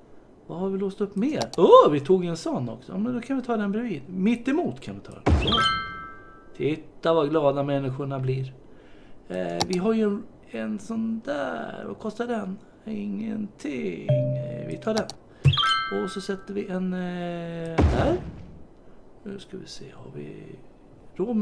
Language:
Swedish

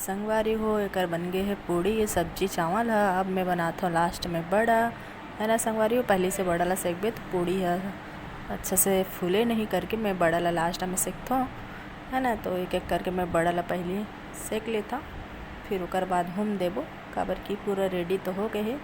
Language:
Chhattisgarhi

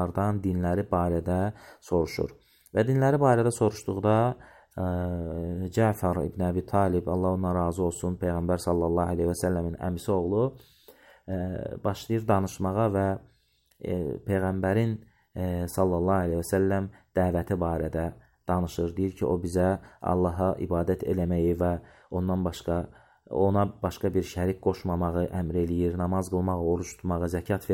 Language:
Azerbaijani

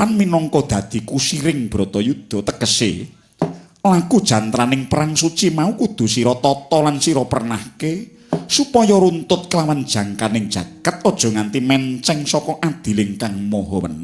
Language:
Javanese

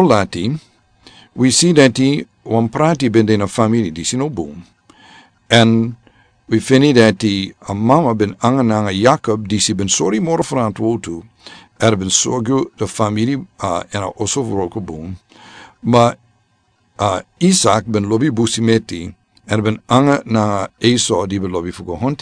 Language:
Sranan Tongo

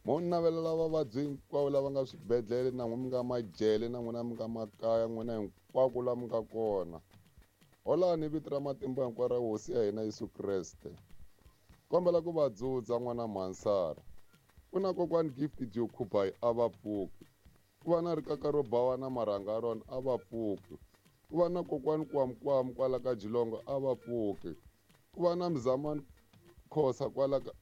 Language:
Tsonga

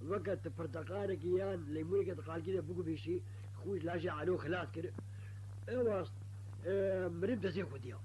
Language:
Kurdish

